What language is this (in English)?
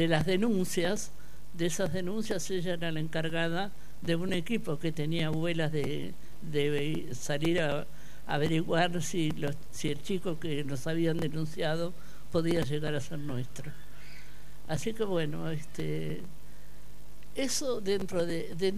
Spanish